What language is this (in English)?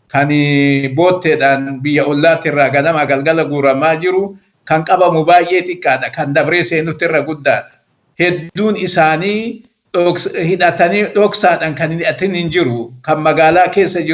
Oromo